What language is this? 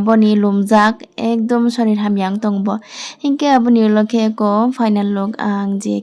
Kok Borok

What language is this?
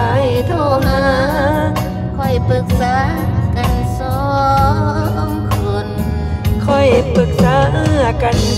Thai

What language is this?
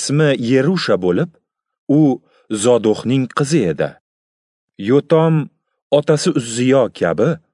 Uzbek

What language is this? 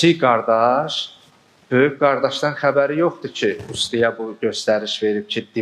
Azerbaijani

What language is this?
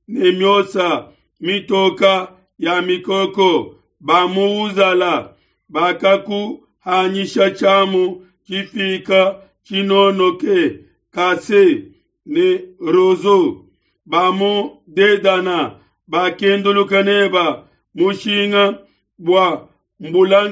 Luba-Lulua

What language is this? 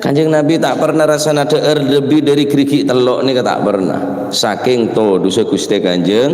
Madurese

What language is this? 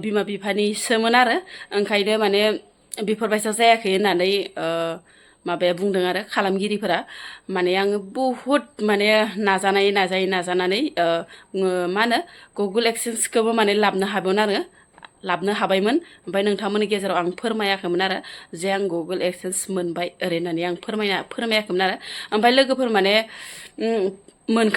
Bodo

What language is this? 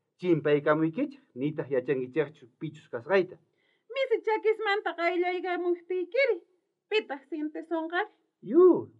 South Bolivian Quechua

